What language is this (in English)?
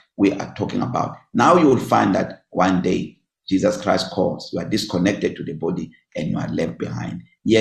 English